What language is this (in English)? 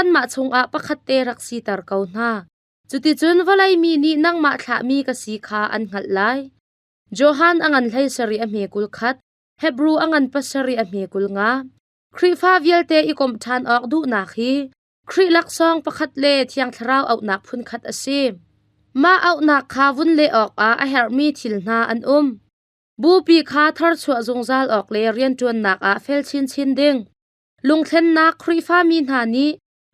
Hakha Chin